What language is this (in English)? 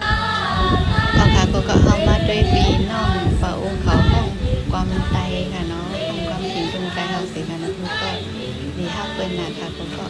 Shan